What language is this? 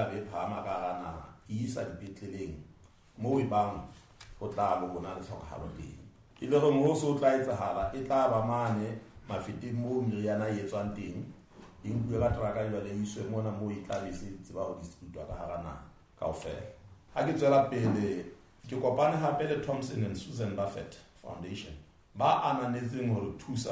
Southern Sotho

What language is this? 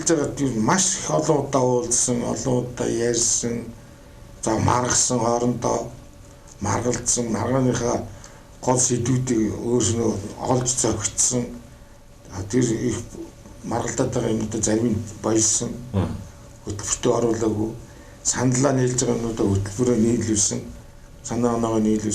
Mongolian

